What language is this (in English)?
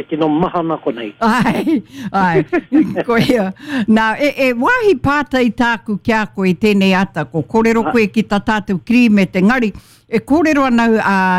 Māori